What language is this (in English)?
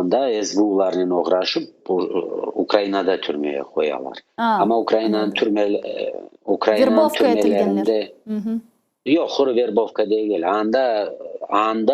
Crimean Tatar